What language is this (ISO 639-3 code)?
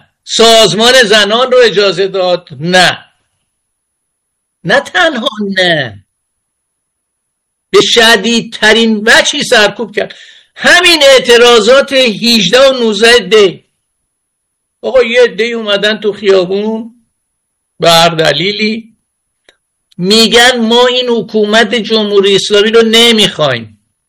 fas